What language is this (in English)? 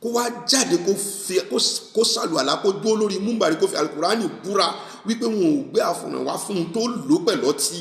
Yoruba